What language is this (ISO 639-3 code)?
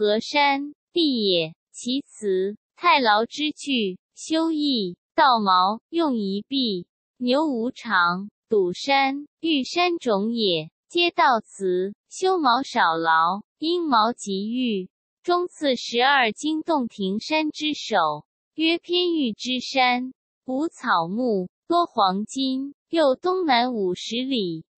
zho